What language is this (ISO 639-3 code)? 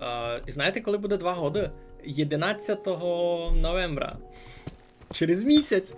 rue